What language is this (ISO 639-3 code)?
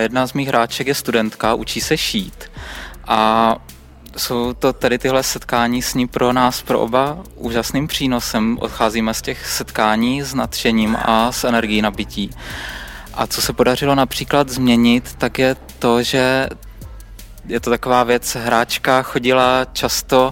ces